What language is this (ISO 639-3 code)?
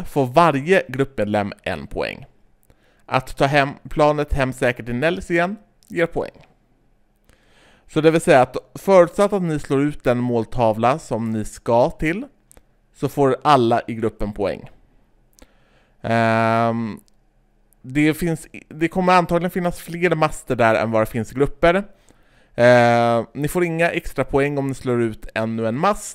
swe